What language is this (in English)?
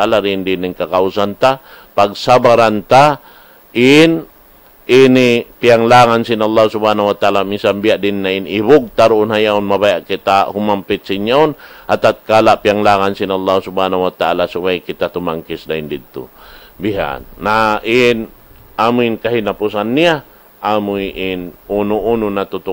Tausug